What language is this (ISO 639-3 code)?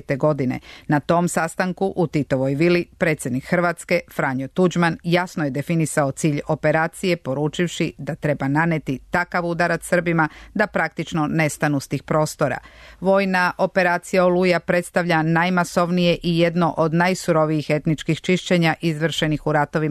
srp